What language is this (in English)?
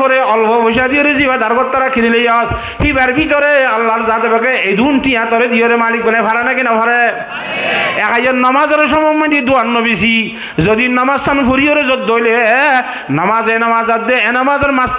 Rohingya